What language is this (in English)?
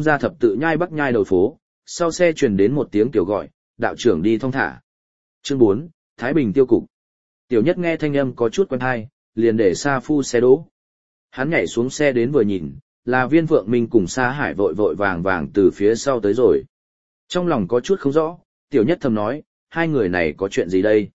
Vietnamese